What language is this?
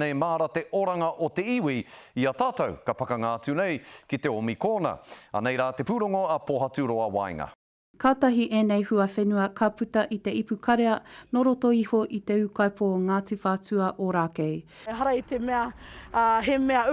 Māori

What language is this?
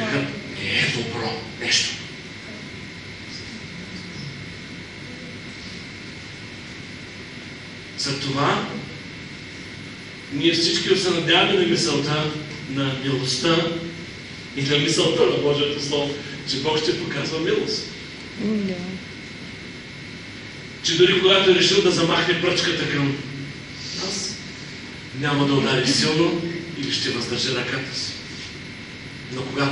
Bulgarian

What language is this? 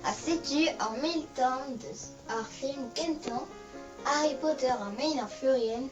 Breton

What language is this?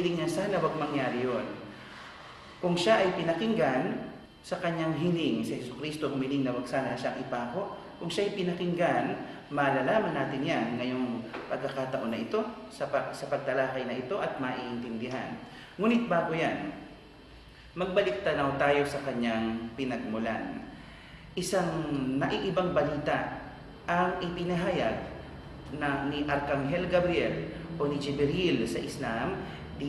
Filipino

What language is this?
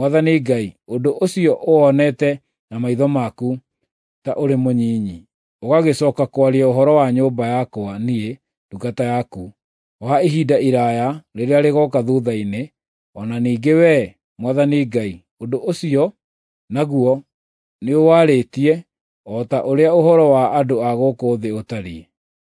Kikuyu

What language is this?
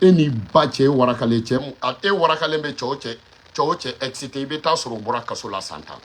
Bambara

